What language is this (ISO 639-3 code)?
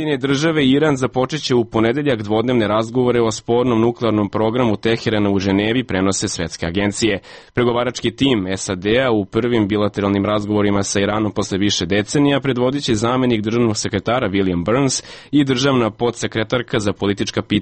srp